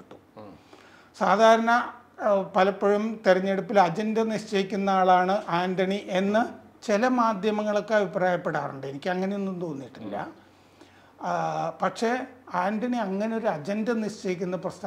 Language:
Malayalam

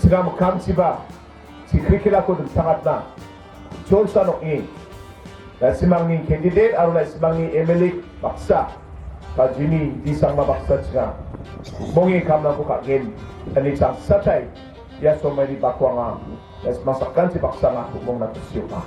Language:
Garo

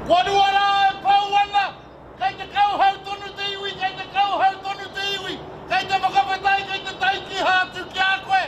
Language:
Māori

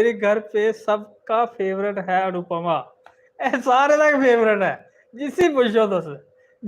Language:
Dogri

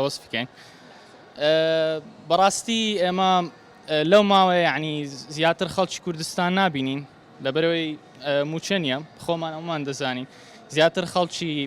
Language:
Central Kurdish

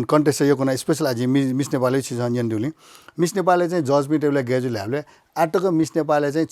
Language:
Newari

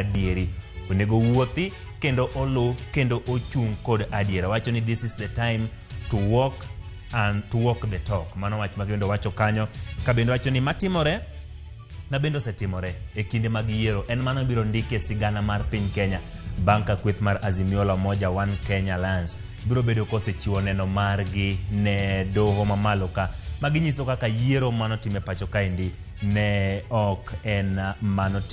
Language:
Luo (Kenya and Tanzania)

